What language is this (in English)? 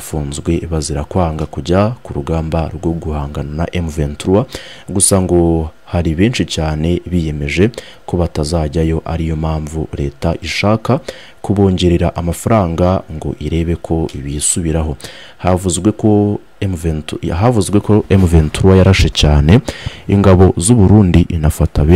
Kinyarwanda